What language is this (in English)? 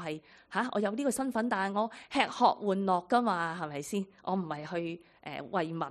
Cantonese